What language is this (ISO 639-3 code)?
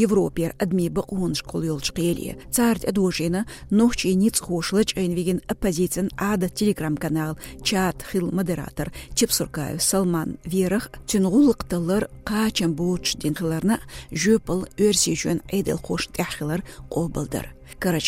che